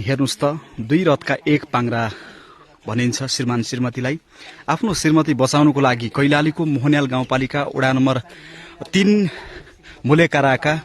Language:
Nepali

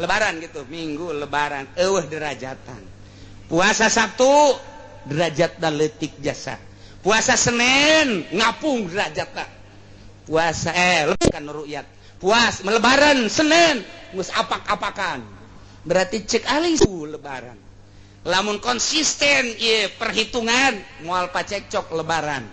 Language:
Sundanese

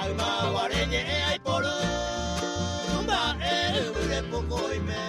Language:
Guarani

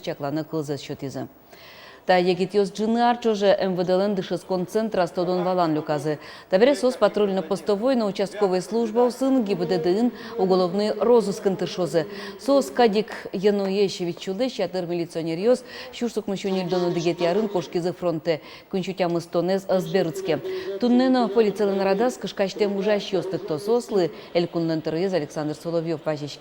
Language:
Udmurt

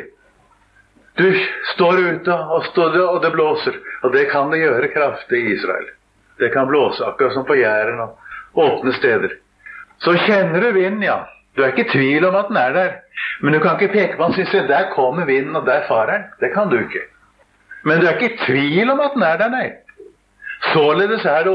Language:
Norwegian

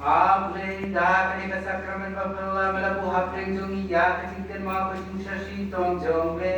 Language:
Khasi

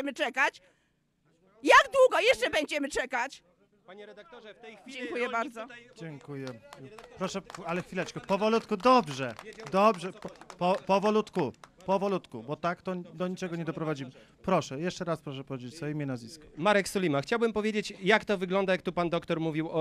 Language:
Polish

